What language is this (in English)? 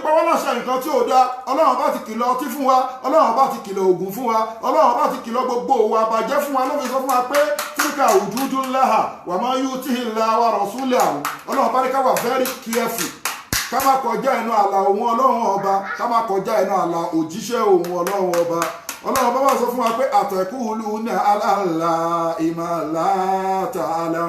Yoruba